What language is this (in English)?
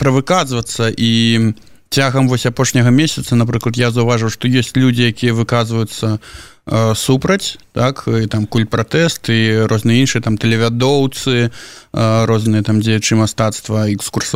Belarusian